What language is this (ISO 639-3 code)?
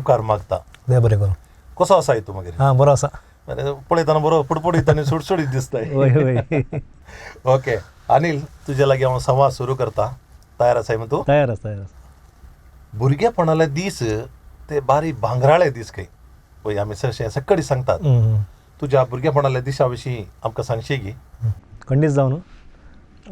kok